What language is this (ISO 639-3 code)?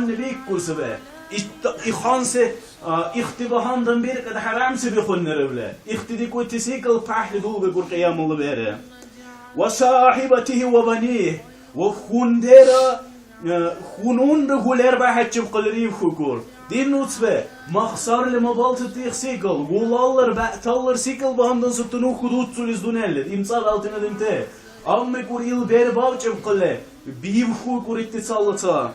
dar